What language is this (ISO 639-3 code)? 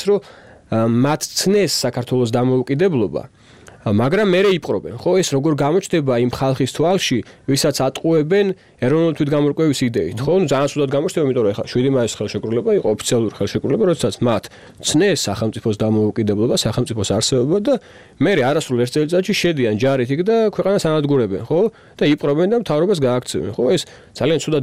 kat